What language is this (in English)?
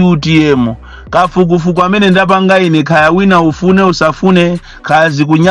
Nyanja